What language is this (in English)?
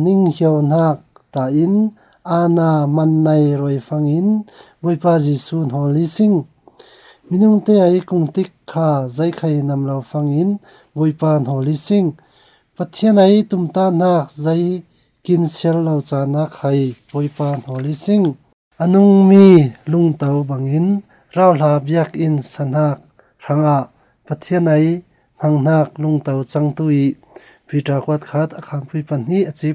Falam Chin